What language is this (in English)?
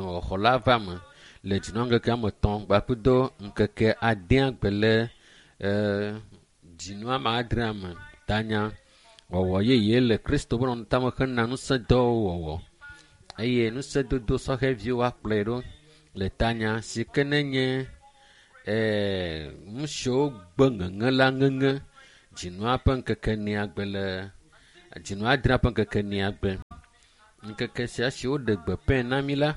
Ewe